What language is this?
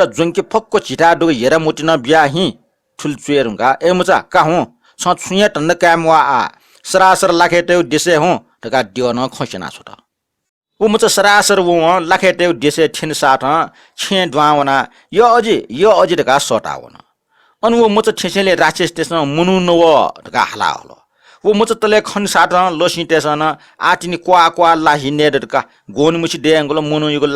Newari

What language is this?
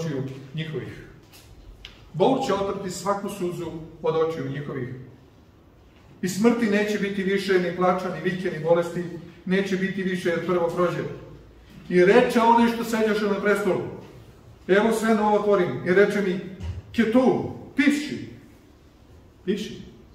Serbian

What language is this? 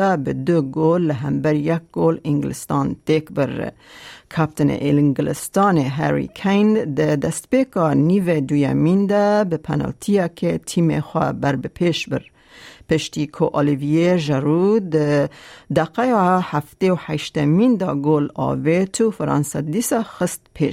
Kurdish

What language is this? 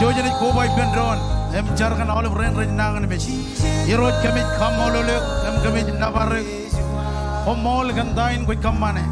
Marshallese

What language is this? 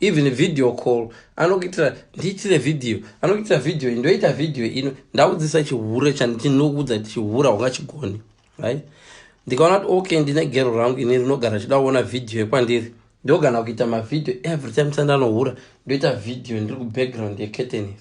Shona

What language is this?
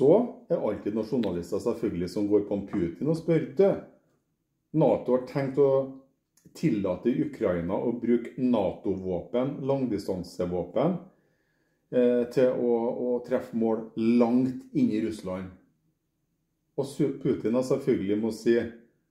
Norwegian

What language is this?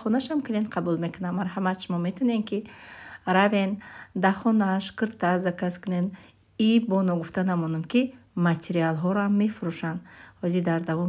Tajik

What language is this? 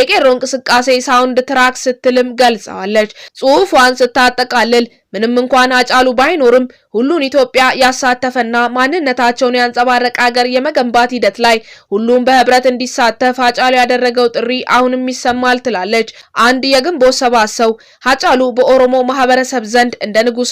Amharic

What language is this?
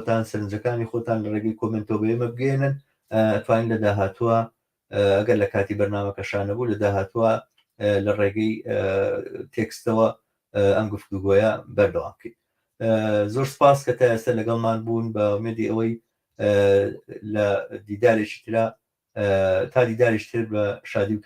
Central Kurdish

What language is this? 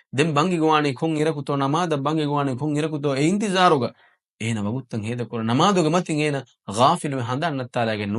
Divehi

